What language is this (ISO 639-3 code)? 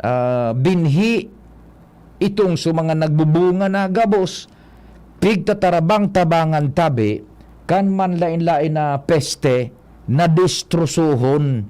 bik